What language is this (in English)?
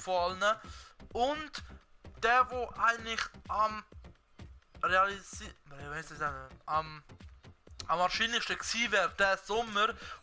Swiss German